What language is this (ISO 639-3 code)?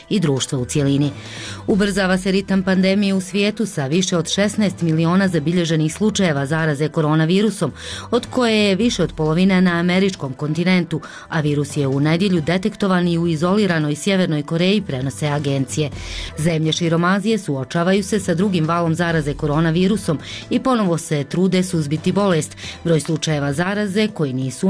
bos